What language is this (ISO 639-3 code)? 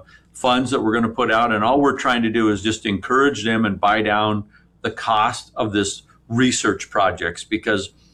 eng